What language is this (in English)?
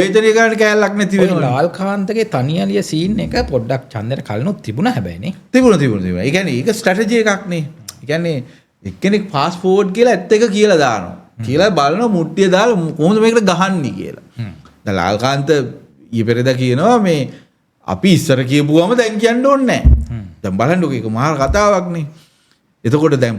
Sinhala